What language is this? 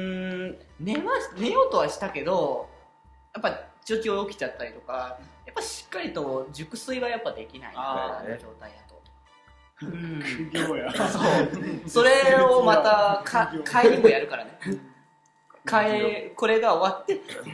Japanese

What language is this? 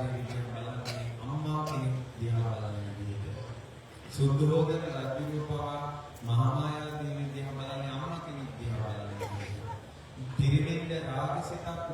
Sinhala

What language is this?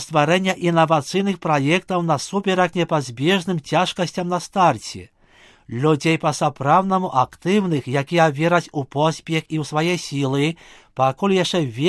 Belarusian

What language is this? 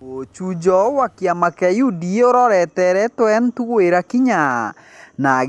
Meru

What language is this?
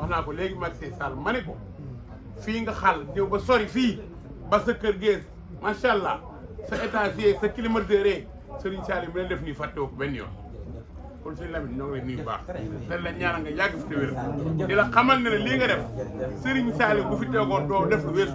Wolof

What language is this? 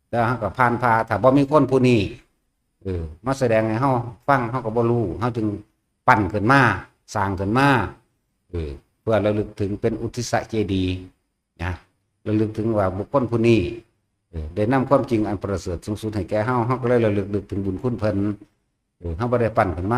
Northeastern Thai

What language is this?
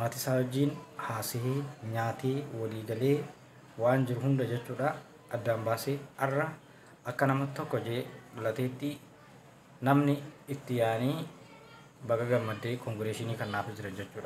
Oromo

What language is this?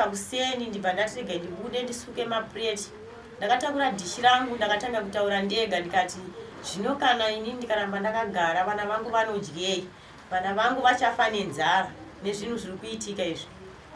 Shona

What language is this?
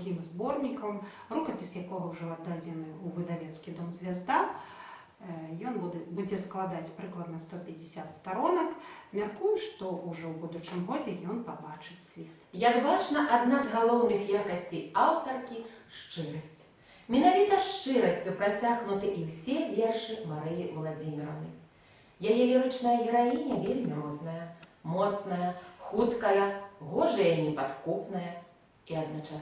Belarusian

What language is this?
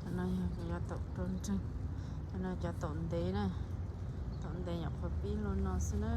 Hmong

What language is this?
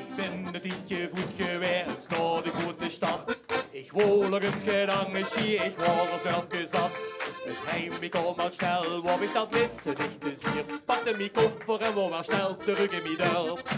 Limburgish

